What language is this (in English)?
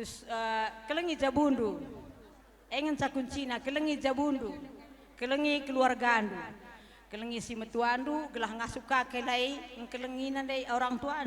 Batak Karo